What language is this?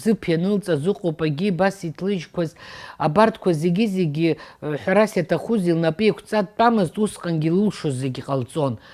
Abkhazian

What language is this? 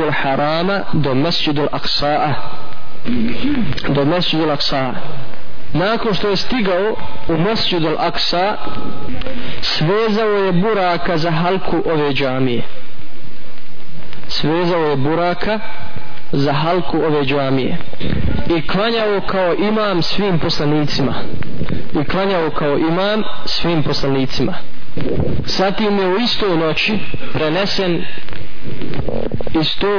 Bosnian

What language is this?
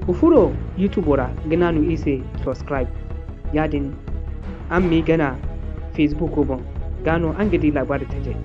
Zarma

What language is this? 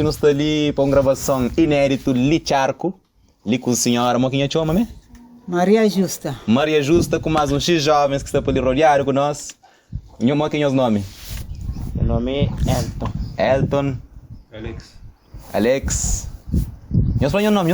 Kabuverdianu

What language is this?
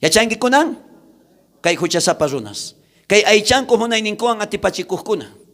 South Bolivian Quechua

